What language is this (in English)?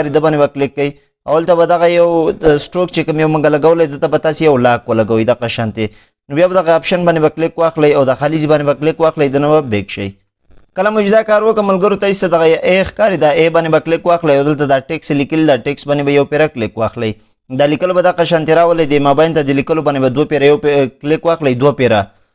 Pashto